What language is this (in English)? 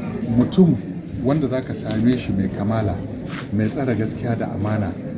Hausa